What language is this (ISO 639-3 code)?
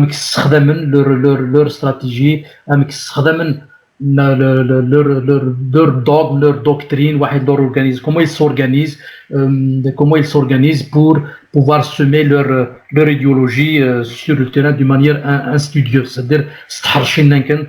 kab